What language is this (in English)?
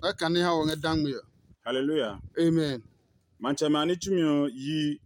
Adangme